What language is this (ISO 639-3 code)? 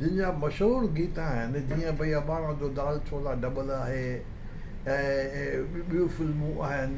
snd